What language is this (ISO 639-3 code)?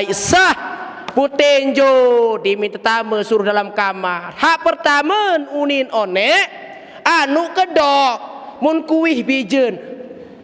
sas